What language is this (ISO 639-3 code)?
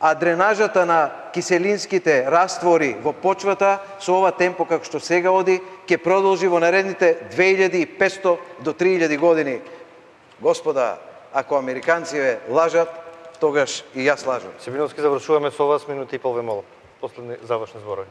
mkd